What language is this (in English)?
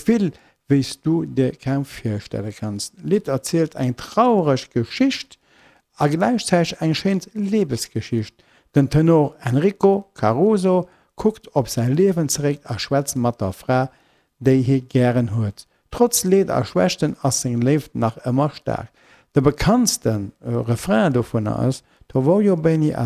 Luxembourgish